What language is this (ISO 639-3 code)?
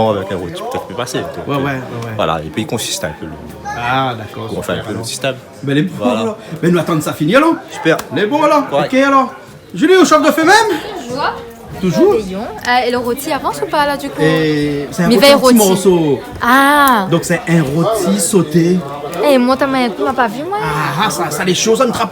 rcf